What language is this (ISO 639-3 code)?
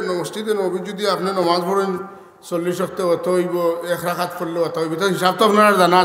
syl